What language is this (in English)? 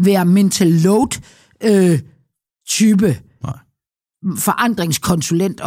Danish